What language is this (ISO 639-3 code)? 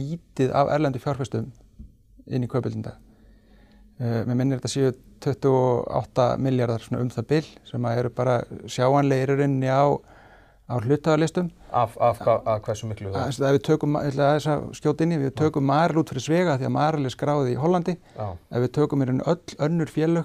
isl